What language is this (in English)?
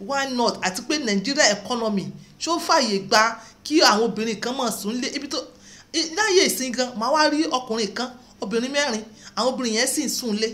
Yoruba